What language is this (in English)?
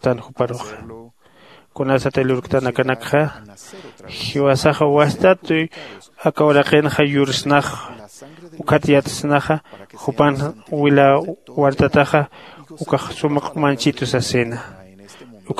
Aymara